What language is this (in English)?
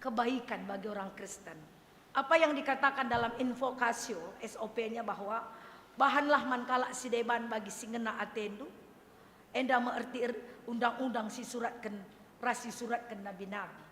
Batak Karo